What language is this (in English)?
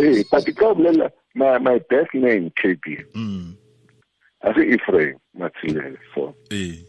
Tswana